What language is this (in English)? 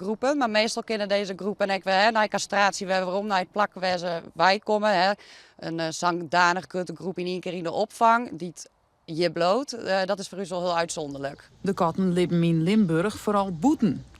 Western Frisian